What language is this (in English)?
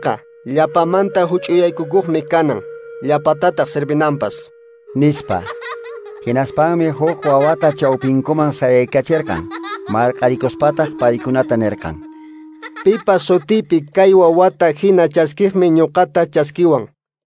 Quechua